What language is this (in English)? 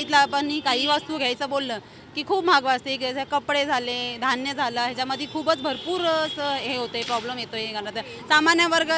Marathi